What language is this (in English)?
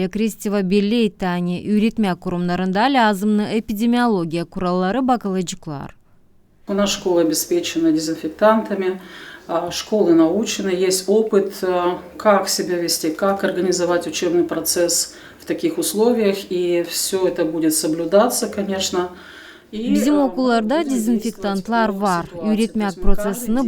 Gagauz